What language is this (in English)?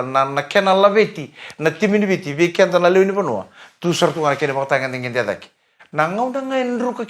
Fijian